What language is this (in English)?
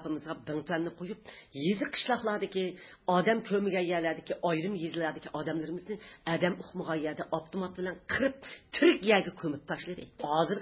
Uyghur